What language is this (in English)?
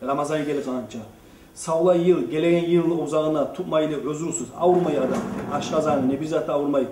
Kumyk